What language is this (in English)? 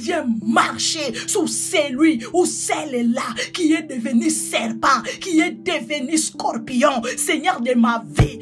French